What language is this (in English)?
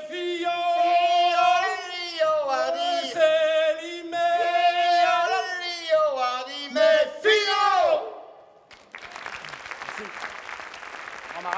French